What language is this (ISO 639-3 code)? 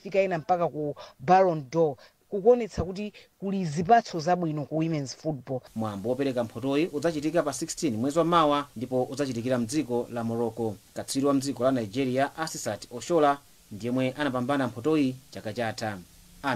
nya